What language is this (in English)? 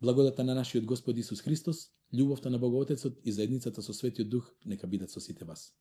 Macedonian